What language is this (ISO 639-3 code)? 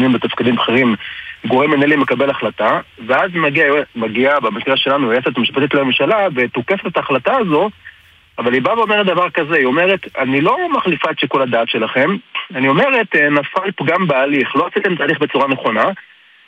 heb